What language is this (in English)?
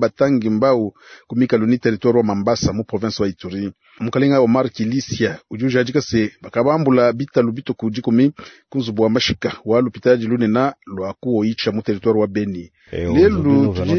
Luba-Lulua